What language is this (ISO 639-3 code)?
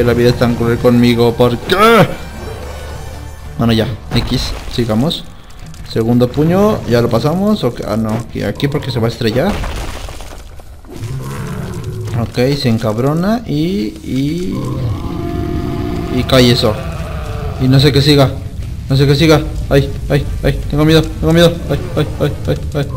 spa